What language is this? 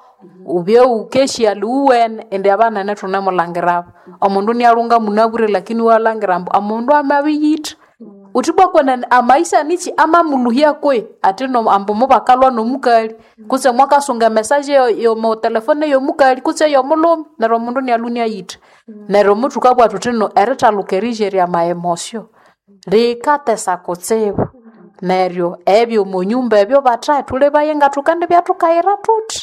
Nande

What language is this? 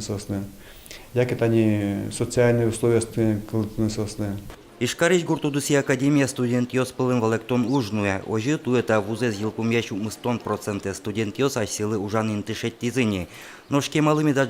Udmurt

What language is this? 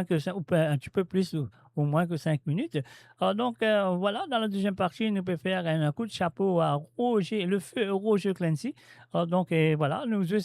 Morisyen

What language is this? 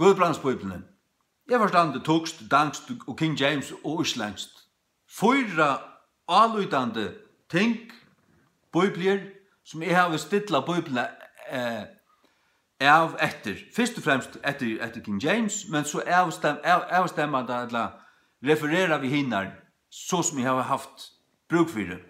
Faroese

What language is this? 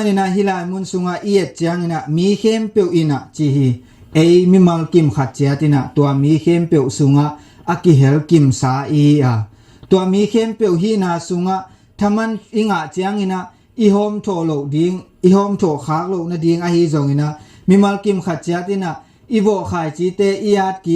Tedim Chin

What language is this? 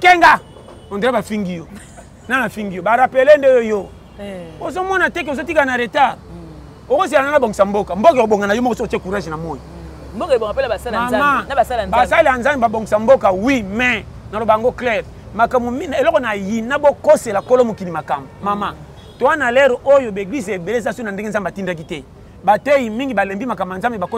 Lingala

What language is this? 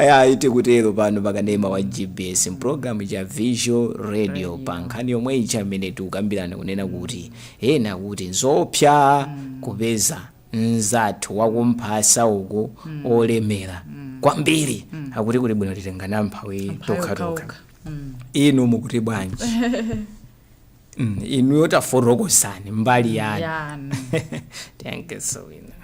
Nyanja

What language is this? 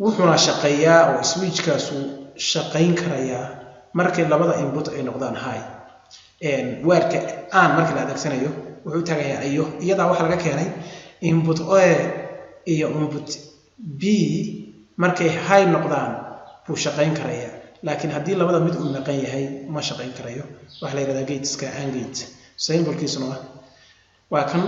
Somali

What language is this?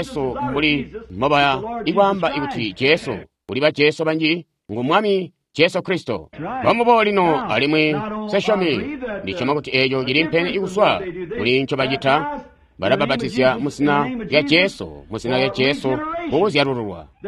Tonga (Zambia)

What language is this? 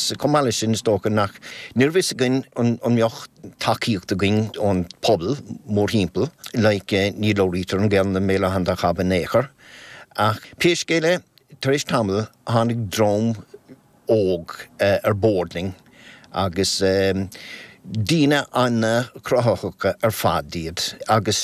Irish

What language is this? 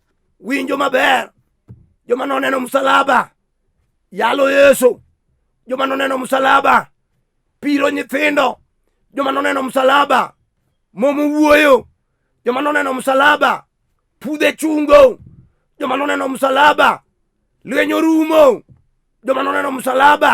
Luo (Kenya and Tanzania)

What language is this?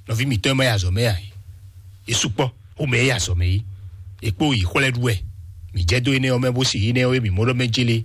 Fon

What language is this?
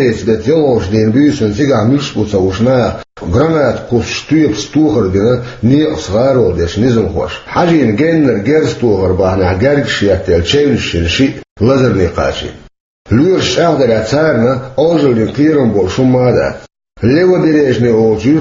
Chechen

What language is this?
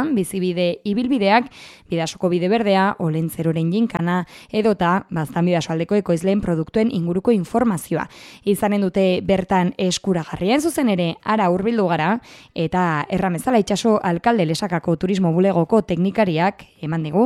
Basque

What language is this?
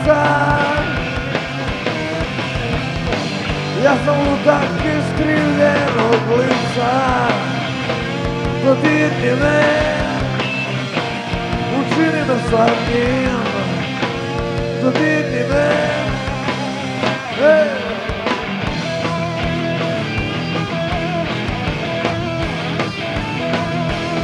Croatian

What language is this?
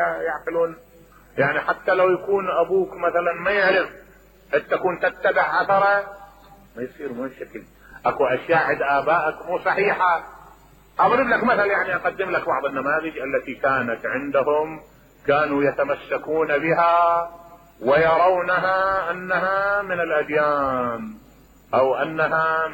Mesopotamian Arabic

